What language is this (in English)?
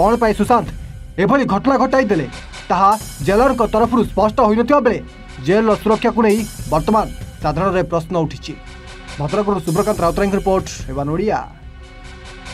Odia